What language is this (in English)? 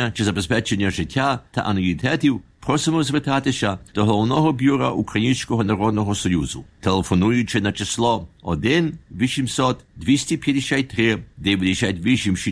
Ukrainian